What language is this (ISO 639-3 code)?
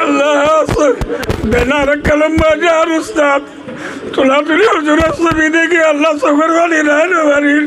rhg